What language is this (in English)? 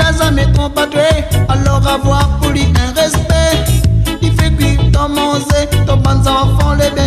Réunion Creole French